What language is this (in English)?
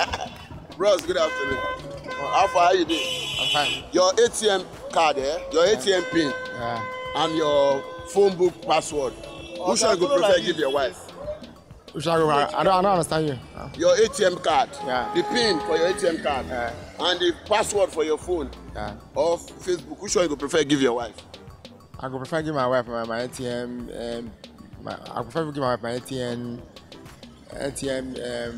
Nigerian Pidgin